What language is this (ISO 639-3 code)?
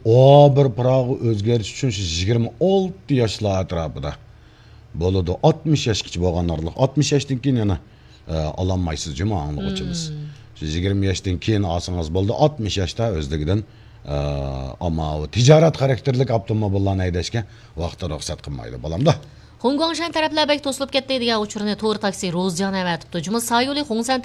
uig